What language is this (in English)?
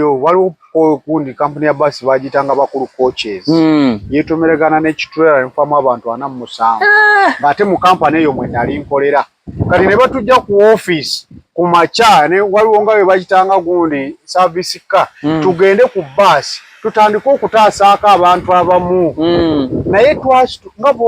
Ganda